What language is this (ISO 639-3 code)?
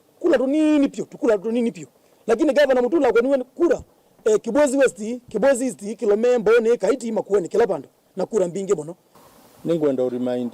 kam